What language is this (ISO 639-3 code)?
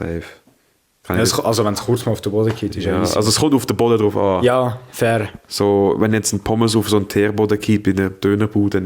gsw